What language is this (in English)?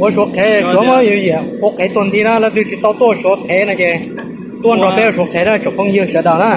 Hmong